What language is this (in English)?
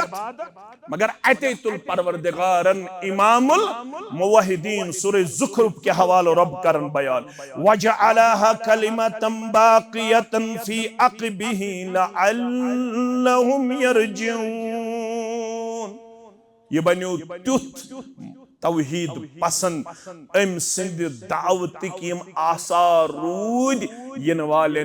Kashmiri